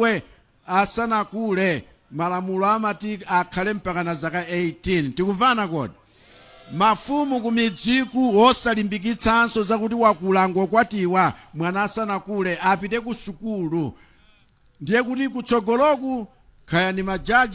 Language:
Nyanja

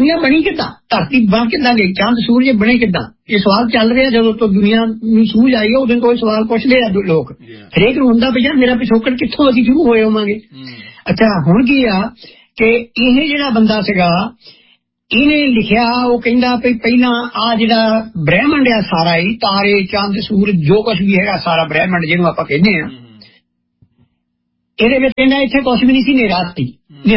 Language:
Punjabi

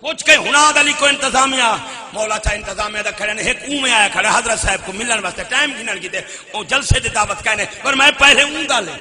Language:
Saraiki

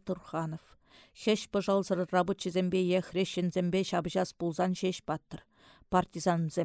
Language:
Chuvash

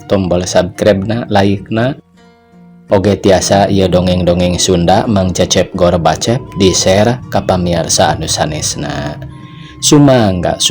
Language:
Sundanese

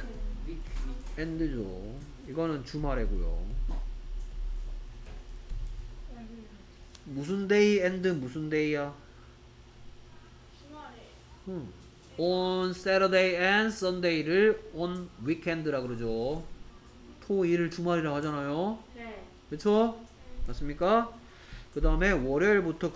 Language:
Korean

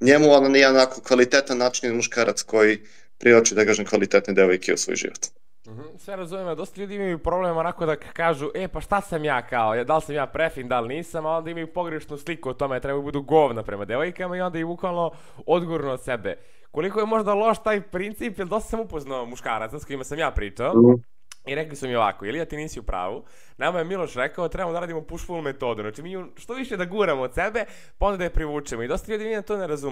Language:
Serbian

